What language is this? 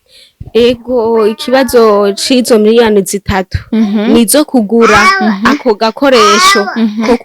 Rundi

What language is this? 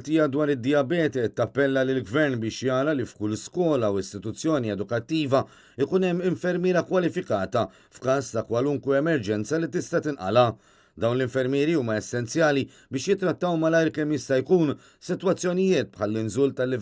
Maltese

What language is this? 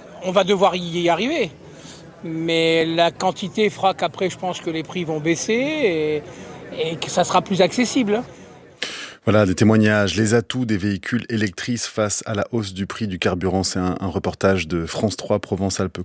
French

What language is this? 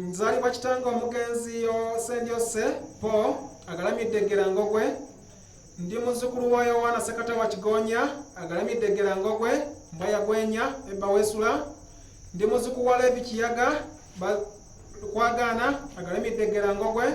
Ganda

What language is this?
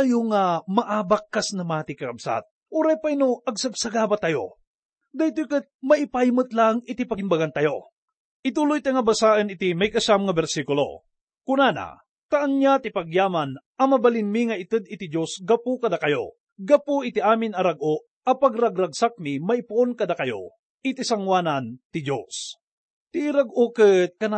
Iloko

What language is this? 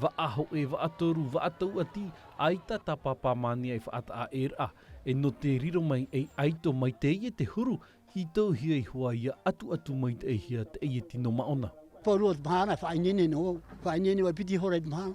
Tahitian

